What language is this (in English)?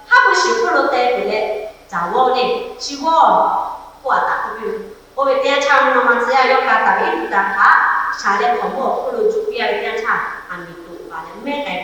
Lahu